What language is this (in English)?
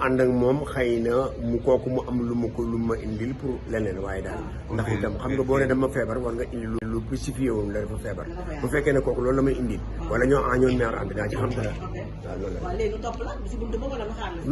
Wolof